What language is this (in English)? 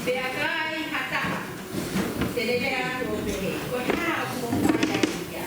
Tongan